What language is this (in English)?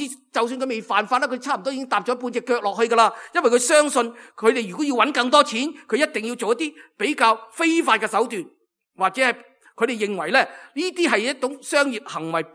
Cantonese